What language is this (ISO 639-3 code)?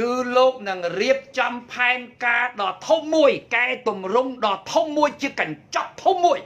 khm